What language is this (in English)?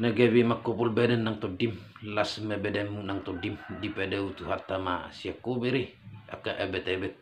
Batak Toba